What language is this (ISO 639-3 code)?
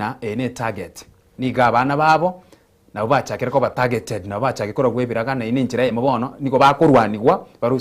guz